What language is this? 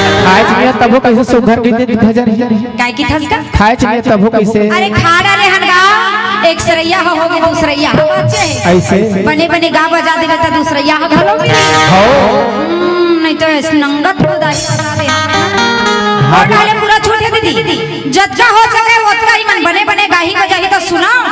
Chhattisgarhi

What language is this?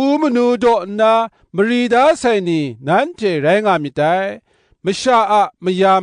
Kachin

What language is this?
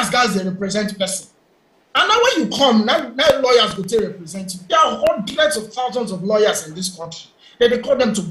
Nigerian Pidgin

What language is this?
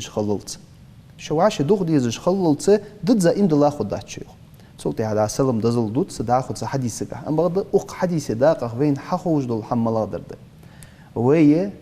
Ingush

